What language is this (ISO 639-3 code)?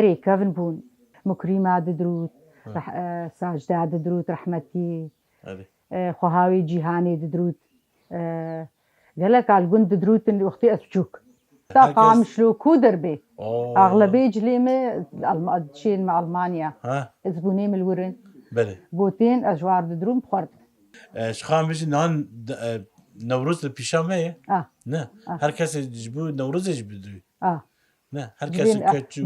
kur